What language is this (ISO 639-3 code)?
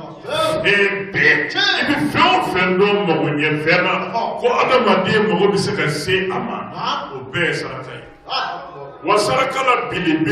bam